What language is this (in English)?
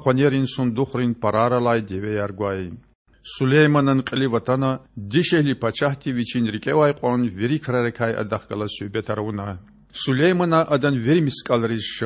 Lezghian